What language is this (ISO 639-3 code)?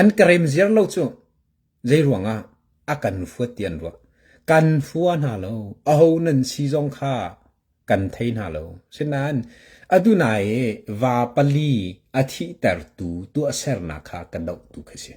cnh